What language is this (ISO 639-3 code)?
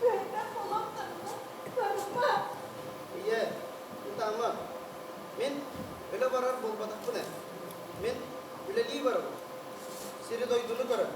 sah